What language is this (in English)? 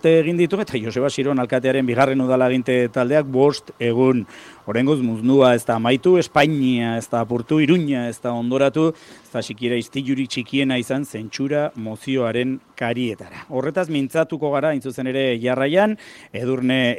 Basque